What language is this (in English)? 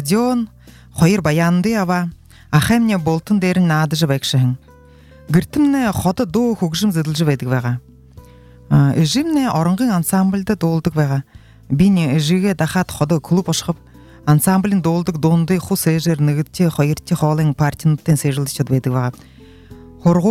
Buriat